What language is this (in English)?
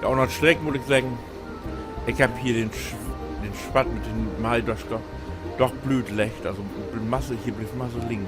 Low German